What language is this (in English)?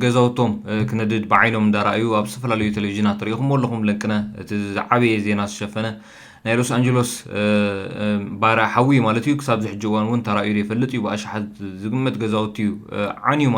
Tigrinya